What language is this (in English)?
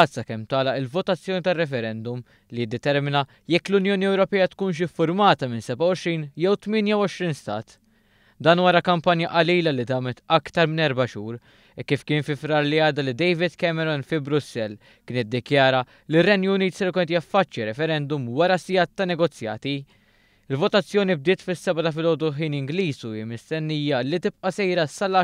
Maltese